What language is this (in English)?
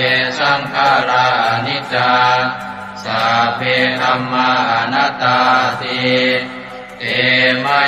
Pali